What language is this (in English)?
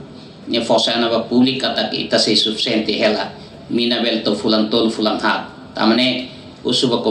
Tetum